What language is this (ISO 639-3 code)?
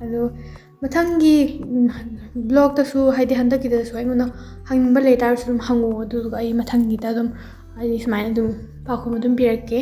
mni